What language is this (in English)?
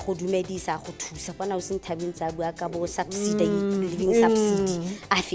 Tswana